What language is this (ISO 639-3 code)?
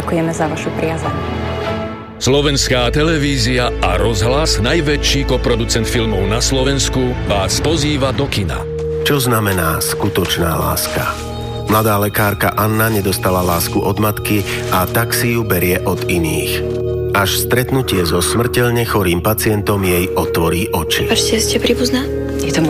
slk